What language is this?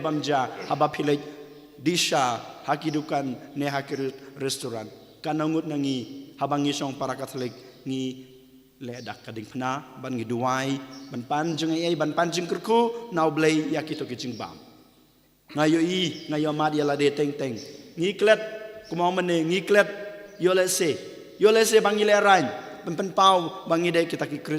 Khasi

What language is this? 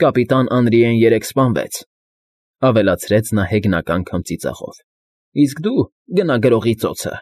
Armenian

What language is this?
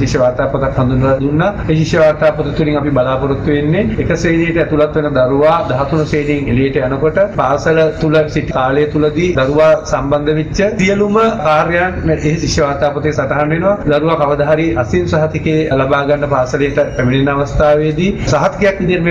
Sinhala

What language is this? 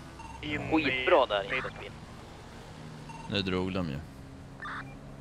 Swedish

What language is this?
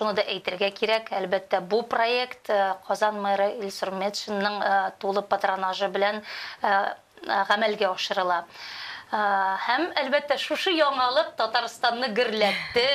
Tatar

